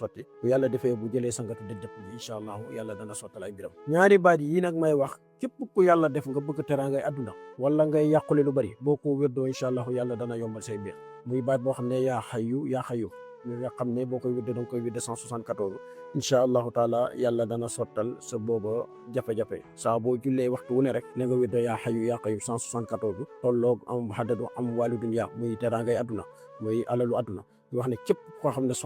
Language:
Wolof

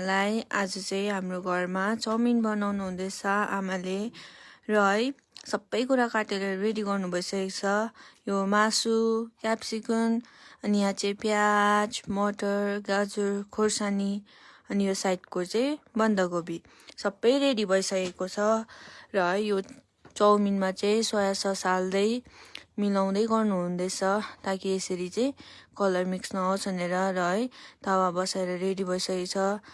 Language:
Nepali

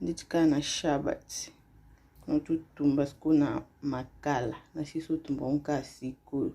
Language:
Lingala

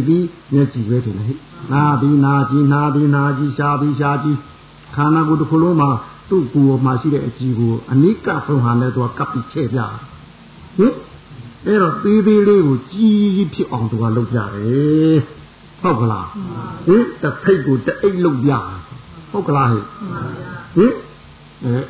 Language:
Burmese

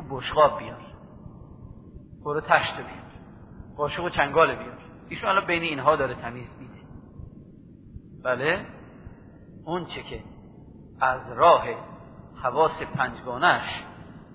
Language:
Persian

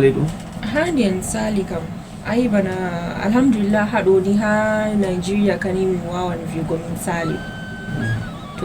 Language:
Fula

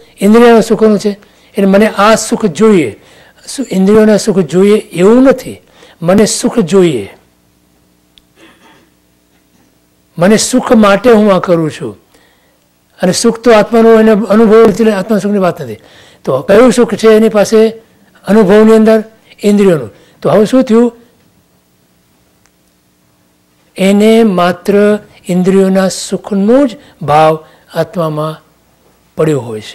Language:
Gujarati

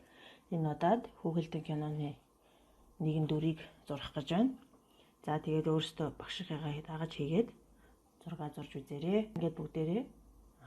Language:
Mongolian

